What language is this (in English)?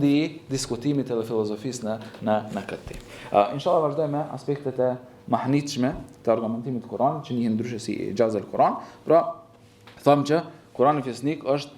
Albanian